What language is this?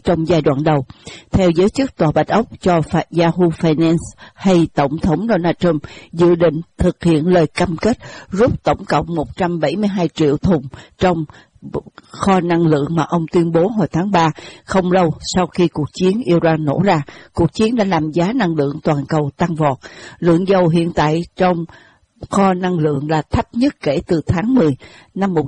Vietnamese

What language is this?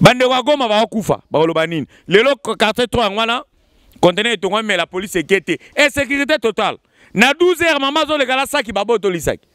Lingala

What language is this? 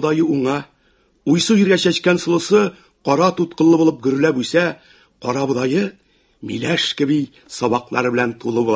Tatar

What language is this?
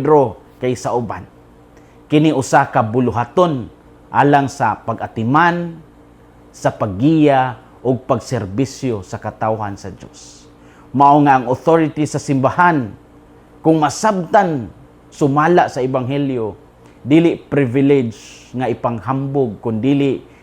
Cebuano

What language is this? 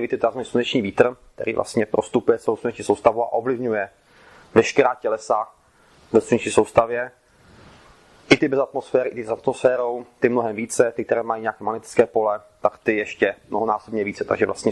Czech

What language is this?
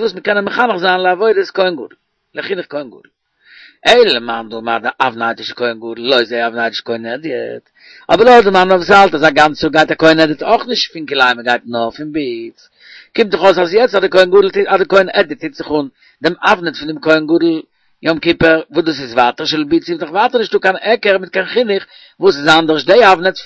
Yiddish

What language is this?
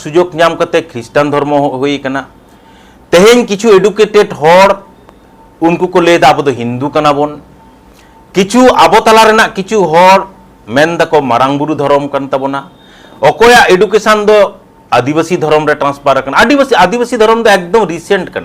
Santali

